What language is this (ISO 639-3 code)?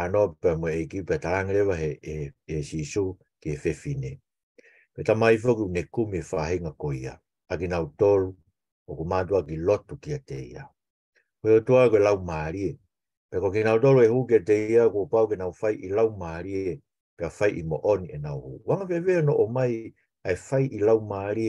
ton